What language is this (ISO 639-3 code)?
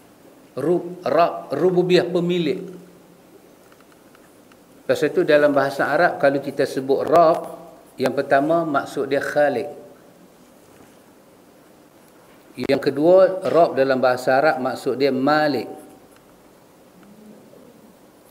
msa